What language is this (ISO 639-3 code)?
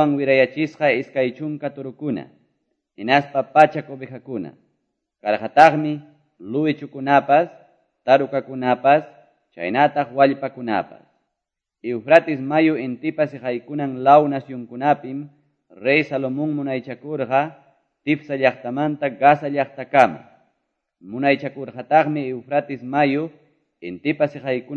que